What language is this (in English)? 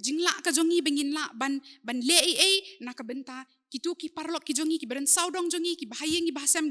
Khasi